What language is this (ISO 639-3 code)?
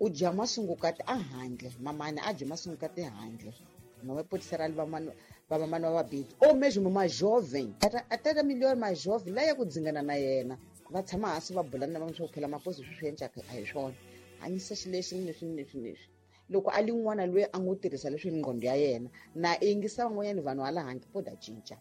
tso